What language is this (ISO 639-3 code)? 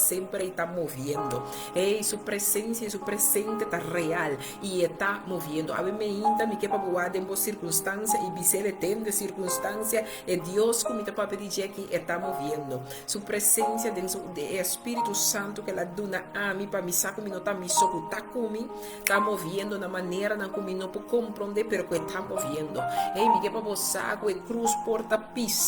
pap